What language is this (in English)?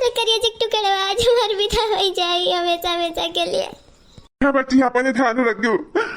Awadhi